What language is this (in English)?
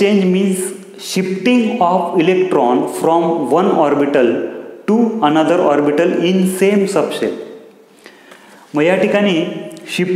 Marathi